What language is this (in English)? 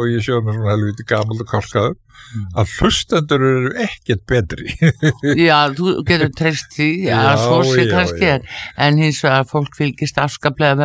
Icelandic